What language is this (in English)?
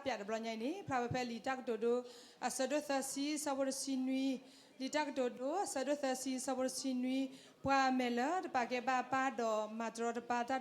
S'gaw Karen